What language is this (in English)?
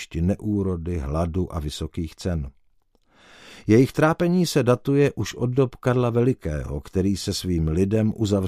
Czech